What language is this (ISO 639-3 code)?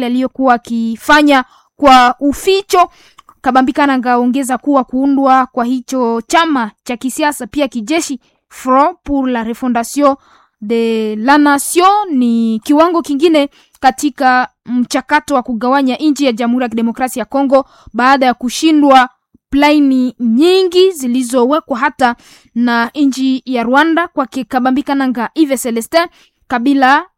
swa